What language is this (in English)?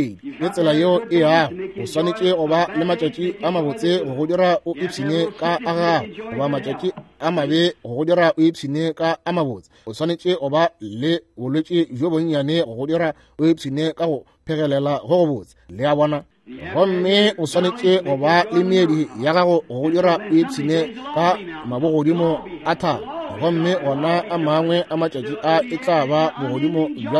Northern Sotho